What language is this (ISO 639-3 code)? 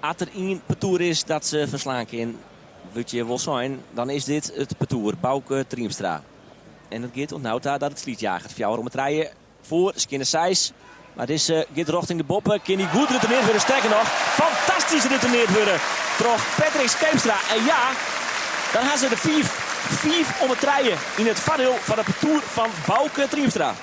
fry